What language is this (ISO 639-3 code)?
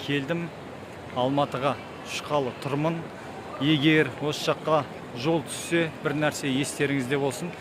kaz